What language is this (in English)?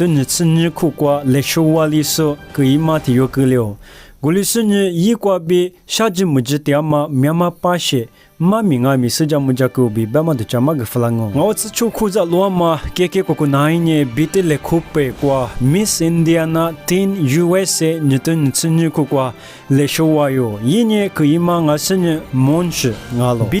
Lisu